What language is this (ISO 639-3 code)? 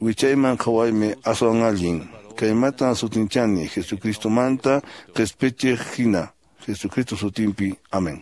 que